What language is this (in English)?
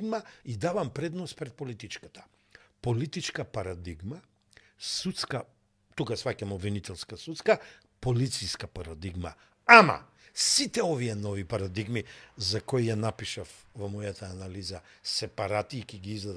Macedonian